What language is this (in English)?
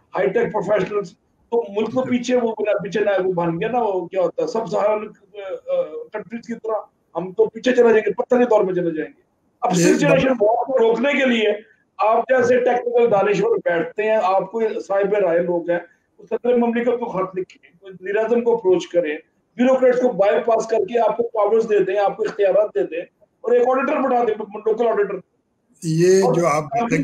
Urdu